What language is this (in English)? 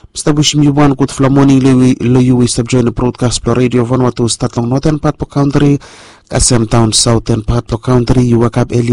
Bislama